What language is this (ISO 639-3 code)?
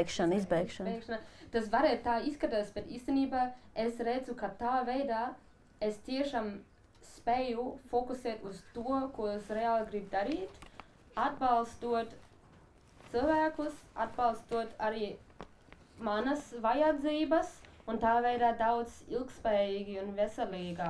lav